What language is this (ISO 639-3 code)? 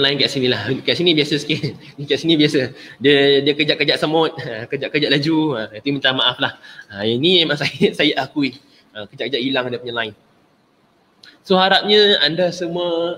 msa